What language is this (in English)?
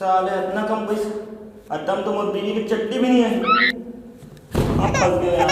Chhattisgarhi